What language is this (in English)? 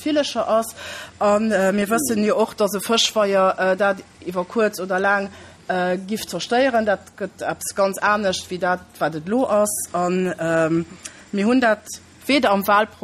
Luxembourgish